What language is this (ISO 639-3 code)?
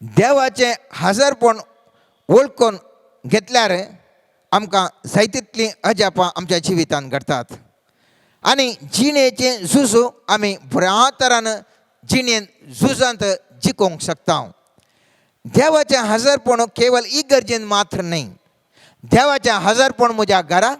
kok